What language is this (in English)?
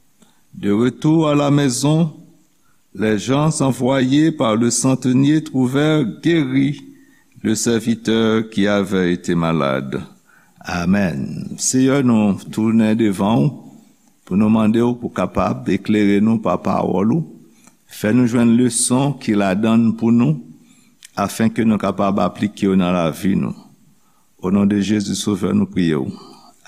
Haitian Creole